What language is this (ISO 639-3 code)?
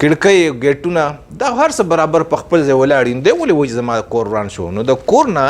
pus